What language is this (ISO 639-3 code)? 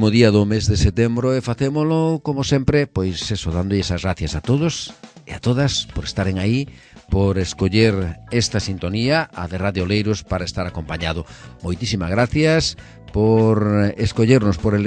glg